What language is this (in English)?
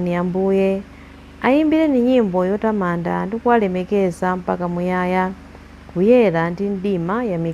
Nyanja